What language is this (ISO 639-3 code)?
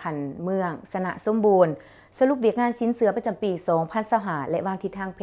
lao